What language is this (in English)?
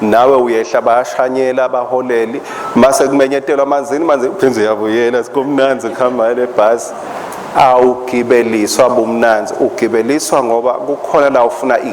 Swati